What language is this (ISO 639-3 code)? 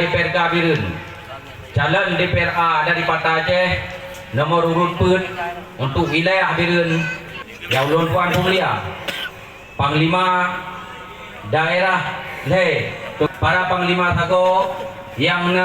ace